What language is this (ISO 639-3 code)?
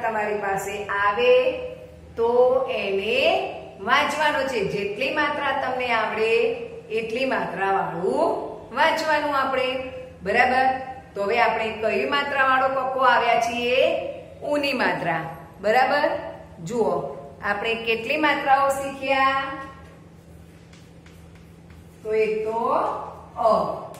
guj